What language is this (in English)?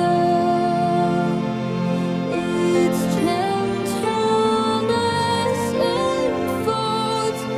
Tahitian